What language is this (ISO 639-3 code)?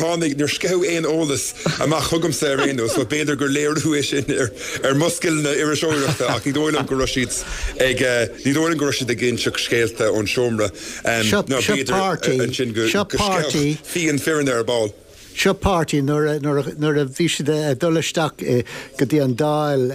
gle